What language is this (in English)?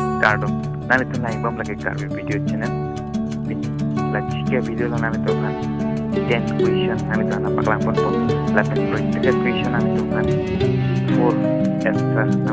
Karbi